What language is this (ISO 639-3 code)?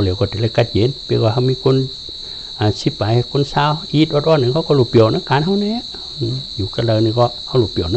shn